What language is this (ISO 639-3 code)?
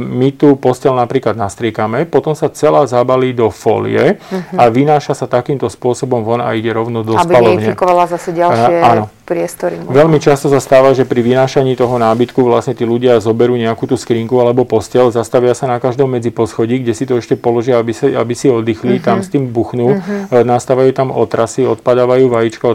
slk